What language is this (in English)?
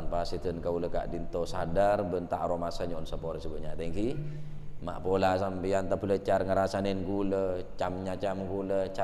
Madurese